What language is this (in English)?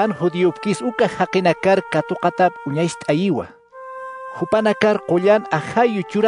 Aymara